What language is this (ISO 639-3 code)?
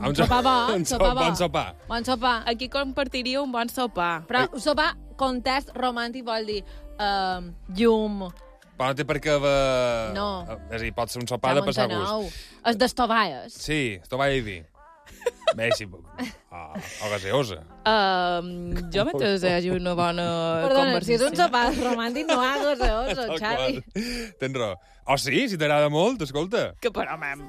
cat